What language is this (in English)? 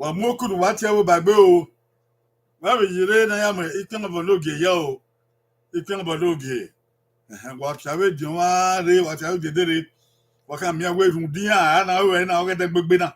Bini